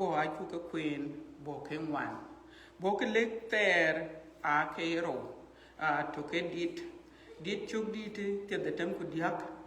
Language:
Dinka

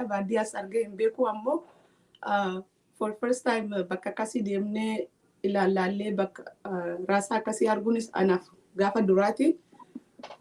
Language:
Oromo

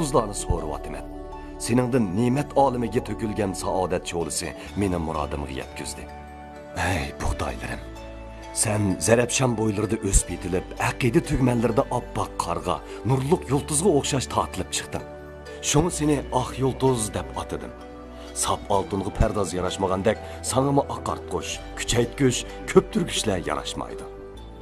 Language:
Uyghur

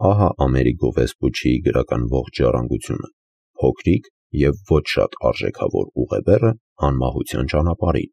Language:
Armenian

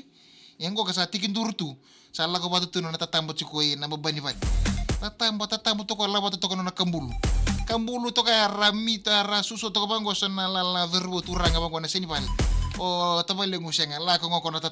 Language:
Fijian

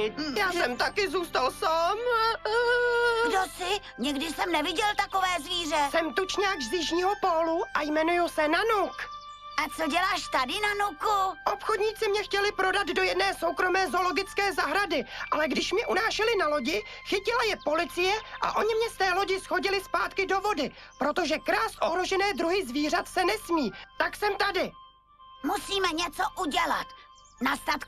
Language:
Czech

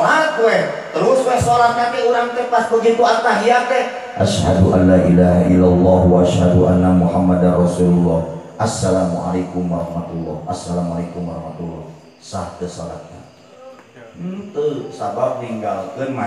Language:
Sundanese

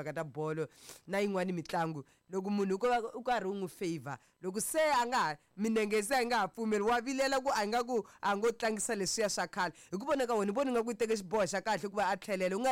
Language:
Tsonga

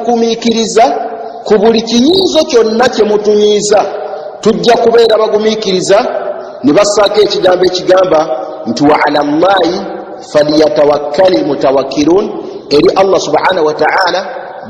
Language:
Ganda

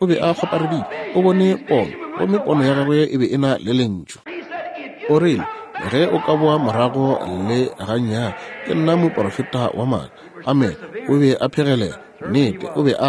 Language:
Northern Sotho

